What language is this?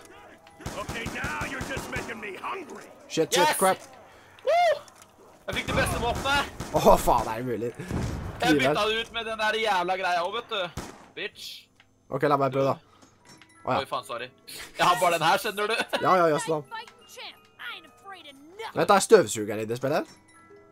Norwegian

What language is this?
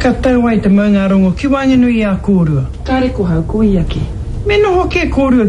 Māori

